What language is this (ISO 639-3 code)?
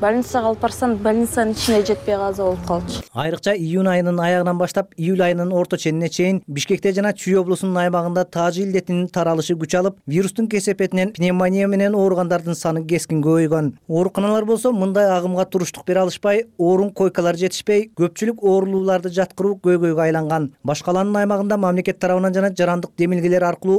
kir